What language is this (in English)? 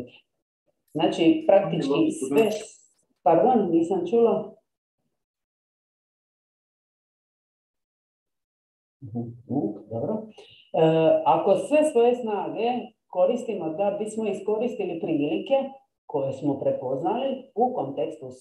Croatian